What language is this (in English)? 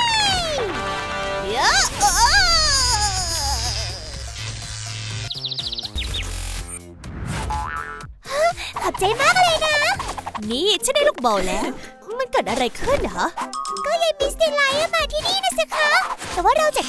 Thai